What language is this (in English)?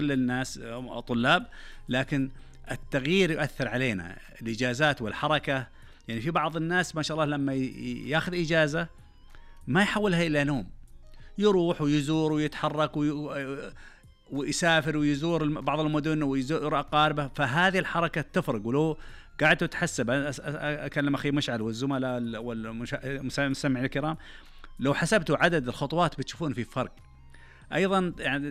Najdi Arabic